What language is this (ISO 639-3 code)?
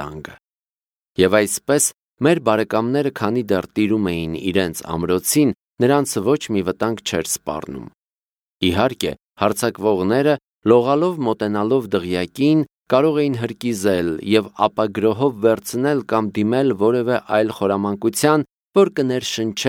hye